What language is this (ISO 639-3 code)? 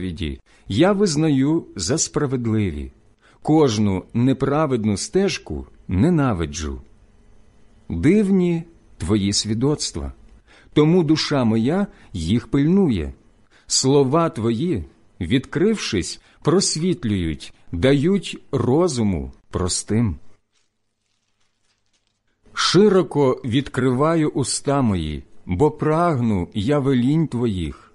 ukr